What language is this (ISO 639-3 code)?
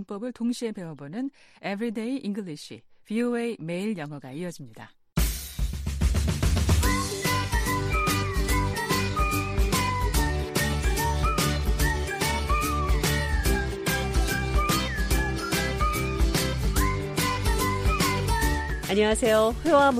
kor